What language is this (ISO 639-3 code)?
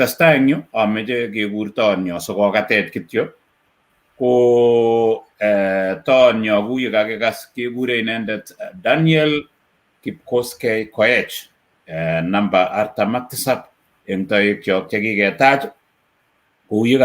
kln